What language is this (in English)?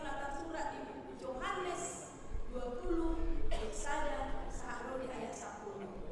Batak Toba